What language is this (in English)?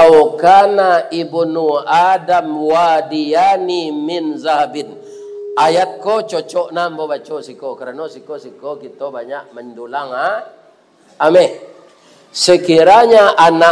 Minangkabau